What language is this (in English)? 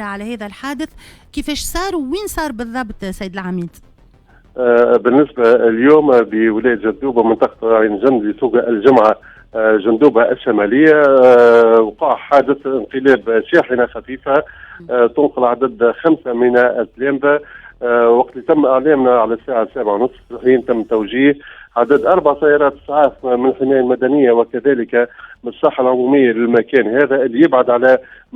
Tunisian Arabic